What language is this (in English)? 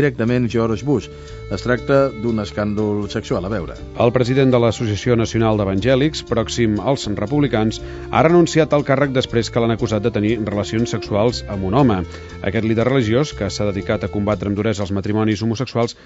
Catalan